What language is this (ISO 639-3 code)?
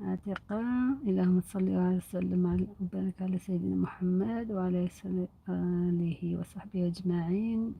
arq